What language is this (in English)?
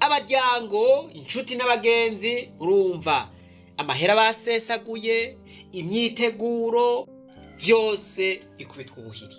Rundi